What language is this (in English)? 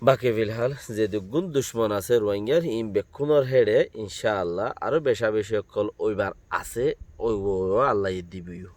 Rohingya